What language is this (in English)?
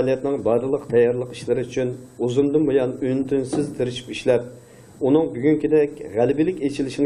Uyghur